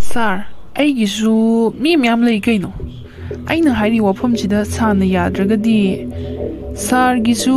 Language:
Manipuri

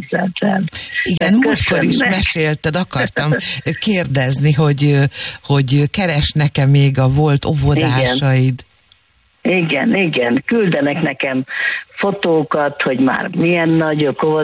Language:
Hungarian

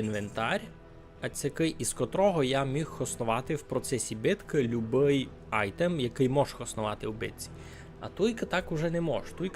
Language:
Rusyn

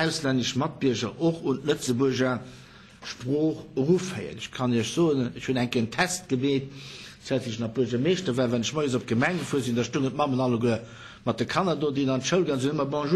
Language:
Luxembourgish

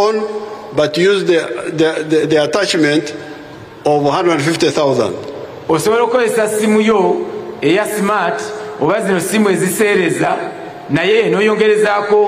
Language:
Ganda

